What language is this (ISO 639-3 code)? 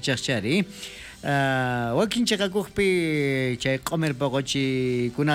quh